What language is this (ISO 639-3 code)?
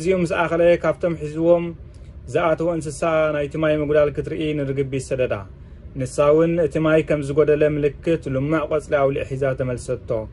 tir